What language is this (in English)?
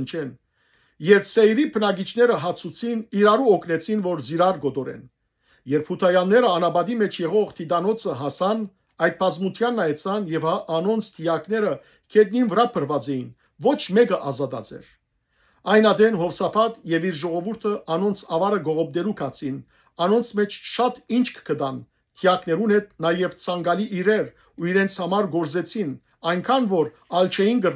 Western Armenian